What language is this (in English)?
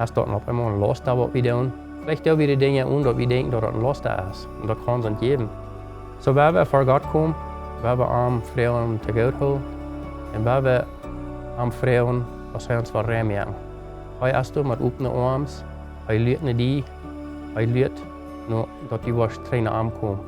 Plautdietsch